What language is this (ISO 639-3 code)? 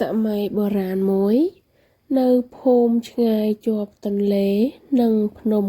khm